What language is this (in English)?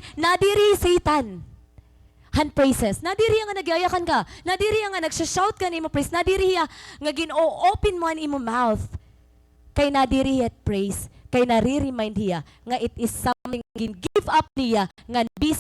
Waray